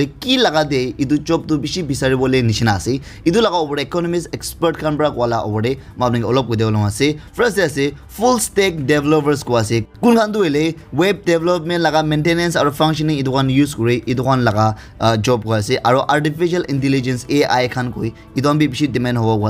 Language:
Naga Pidgin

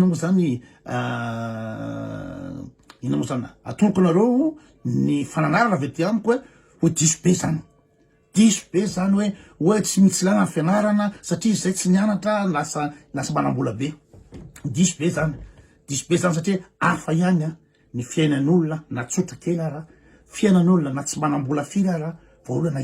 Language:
Malagasy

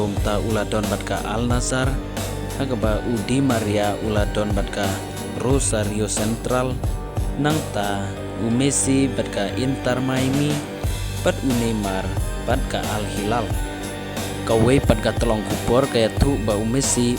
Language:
Khasi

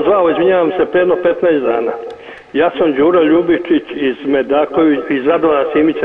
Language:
Serbian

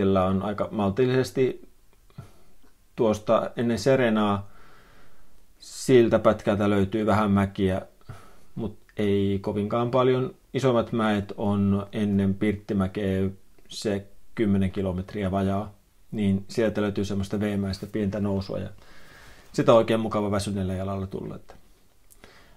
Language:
Finnish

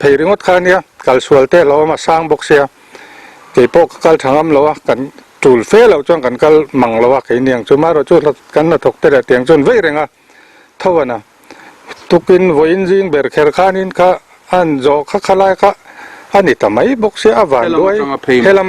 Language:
Mizo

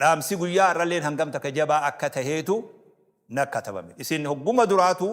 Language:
Oromo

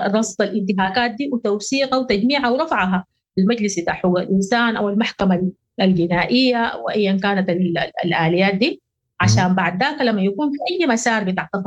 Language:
Sudanese Arabic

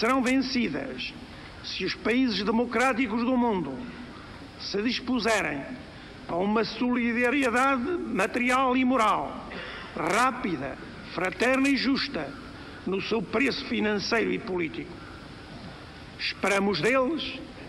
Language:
Portuguese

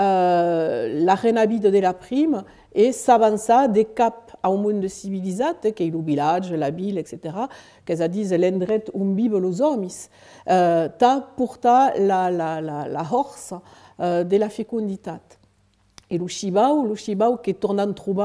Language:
Occitan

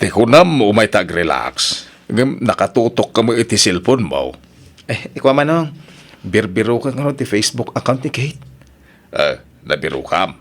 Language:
Iloko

